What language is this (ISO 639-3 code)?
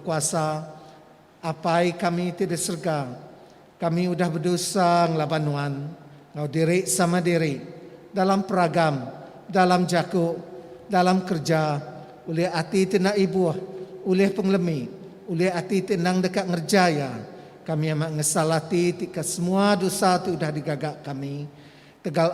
iba